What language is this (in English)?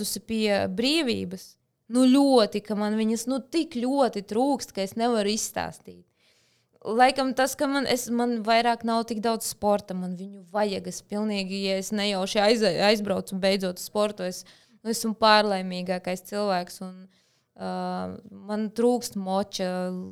Latvian